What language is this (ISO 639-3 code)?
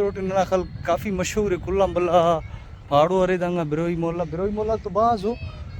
brh